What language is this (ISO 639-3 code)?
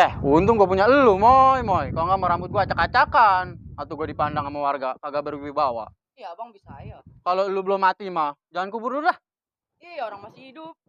bew